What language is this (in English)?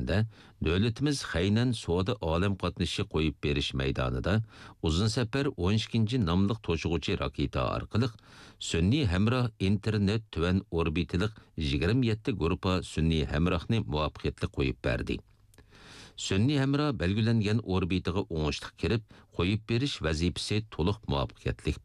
Uyghur